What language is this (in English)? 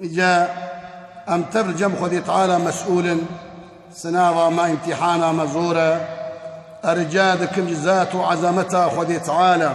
Kurdish